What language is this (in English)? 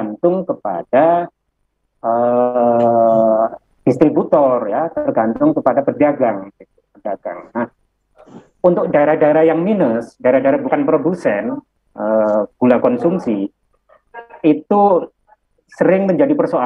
Indonesian